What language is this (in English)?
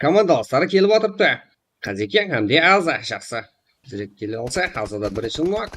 Kara-Kalpak